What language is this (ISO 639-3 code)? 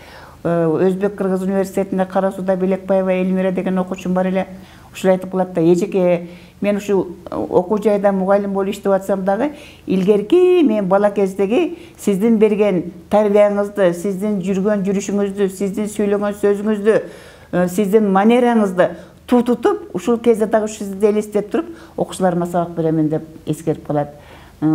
kir